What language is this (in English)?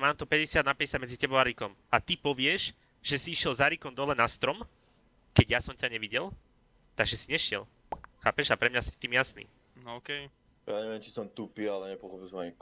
Slovak